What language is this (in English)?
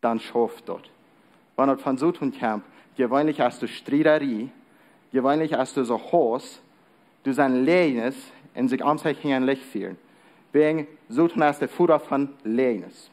Plautdietsch